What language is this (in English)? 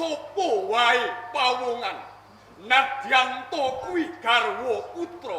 Javanese